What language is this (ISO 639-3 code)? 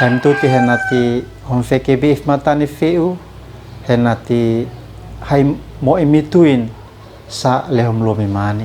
aoz